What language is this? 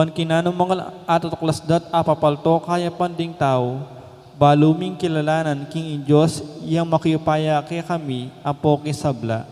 Pampanga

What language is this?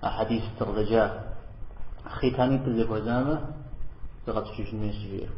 Kabardian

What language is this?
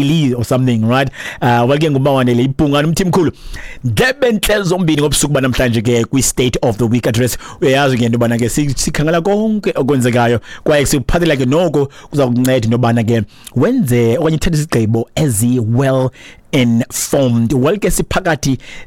Xhosa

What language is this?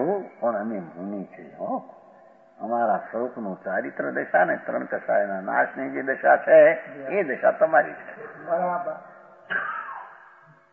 Gujarati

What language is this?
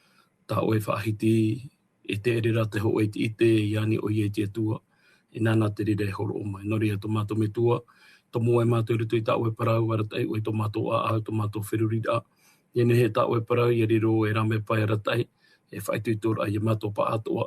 Tahitian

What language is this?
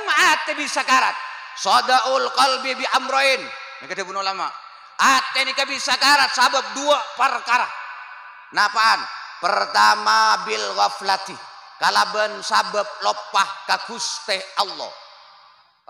Madurese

